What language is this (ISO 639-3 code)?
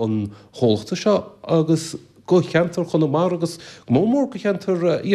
gle